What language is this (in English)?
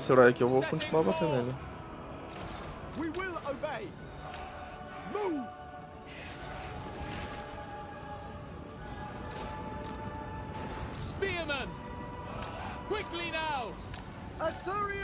Portuguese